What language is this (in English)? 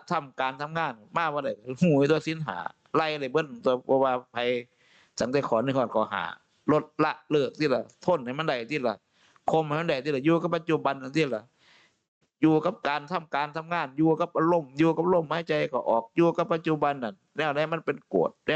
Northeastern Thai